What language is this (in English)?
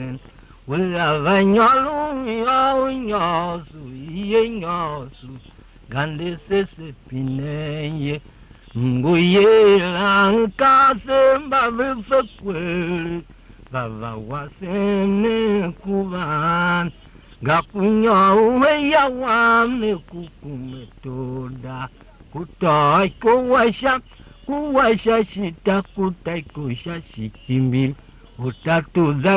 Tiv